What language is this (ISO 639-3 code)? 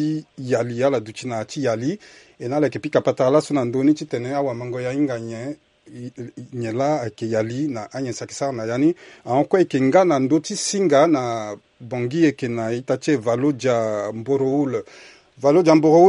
sag